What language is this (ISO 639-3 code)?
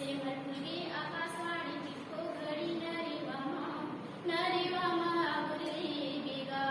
hne